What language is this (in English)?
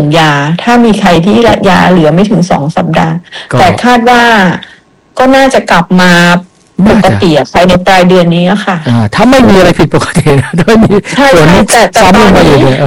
Thai